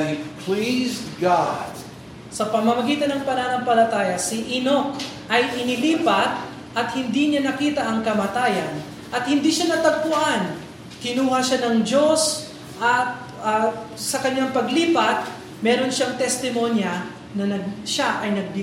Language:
Filipino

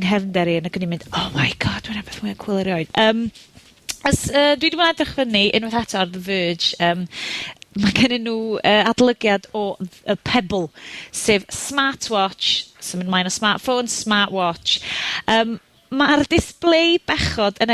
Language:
Welsh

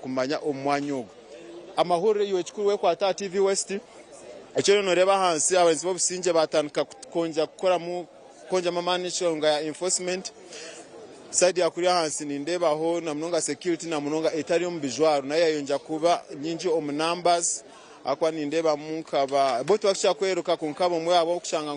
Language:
Nyankole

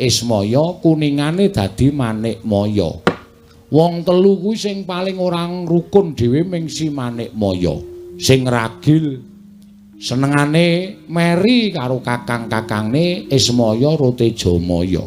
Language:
Javanese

